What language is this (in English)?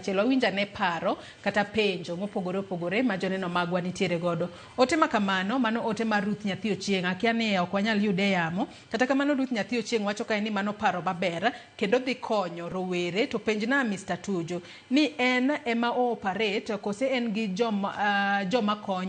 Luo (Kenya and Tanzania)